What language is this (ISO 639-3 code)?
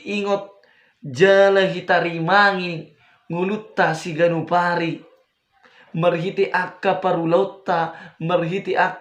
bbc